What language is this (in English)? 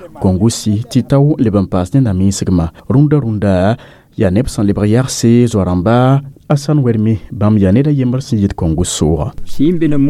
Mossi